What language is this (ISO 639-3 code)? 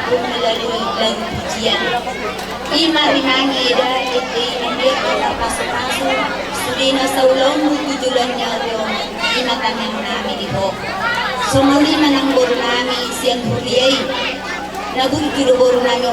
bbc